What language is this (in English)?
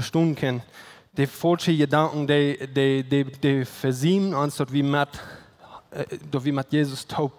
Plautdietsch